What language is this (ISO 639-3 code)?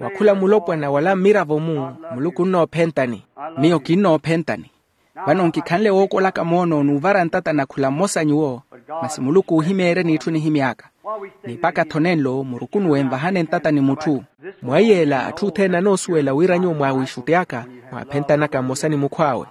vmw